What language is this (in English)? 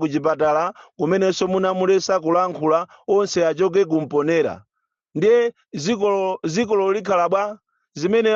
Nyanja